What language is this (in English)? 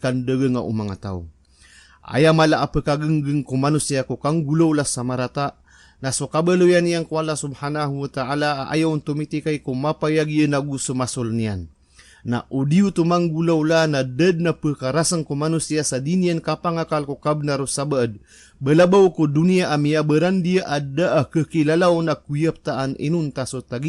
Maranao